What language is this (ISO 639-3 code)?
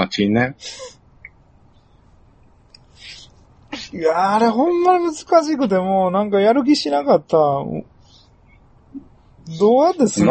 jpn